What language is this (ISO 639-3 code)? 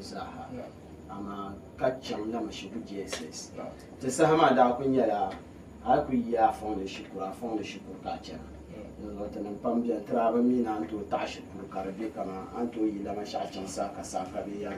dag